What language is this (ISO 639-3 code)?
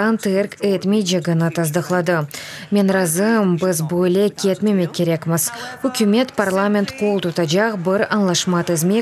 crh